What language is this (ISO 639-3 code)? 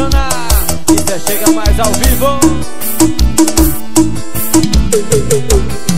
por